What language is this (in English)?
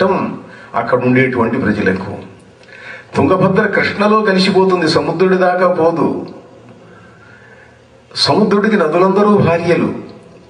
Telugu